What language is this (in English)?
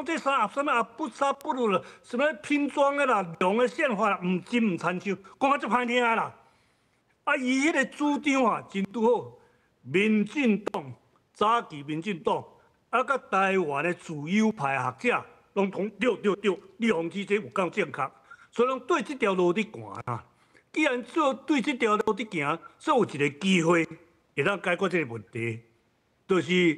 Min Nan Chinese